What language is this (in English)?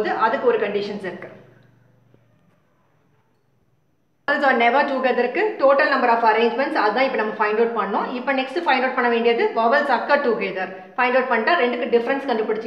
Tamil